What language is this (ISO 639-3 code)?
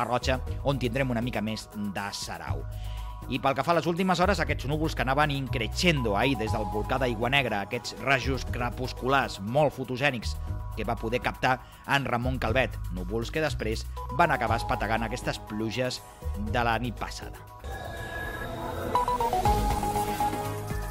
cat